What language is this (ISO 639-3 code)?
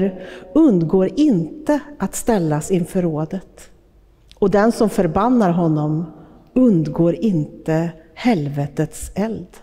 swe